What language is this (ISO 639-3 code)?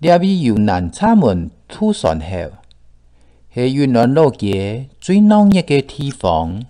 hak